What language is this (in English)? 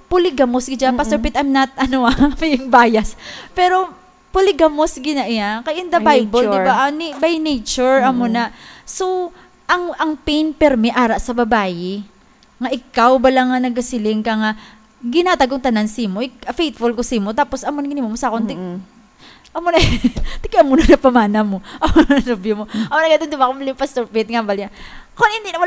Hiligaynon